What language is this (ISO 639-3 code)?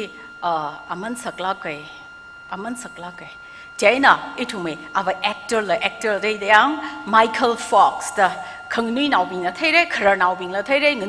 nmf